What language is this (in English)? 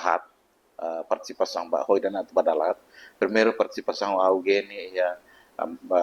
Tetum